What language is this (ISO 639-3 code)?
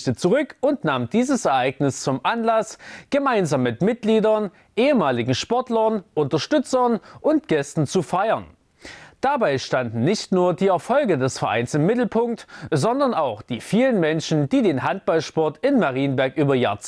deu